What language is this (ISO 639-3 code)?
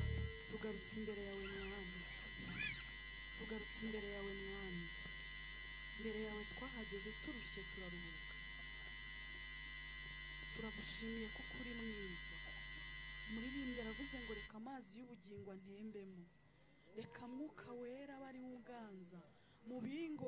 kin